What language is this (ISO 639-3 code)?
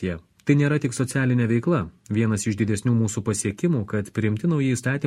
lit